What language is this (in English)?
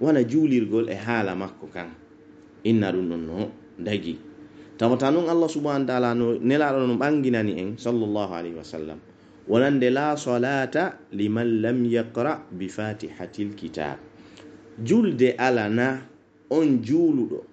Pular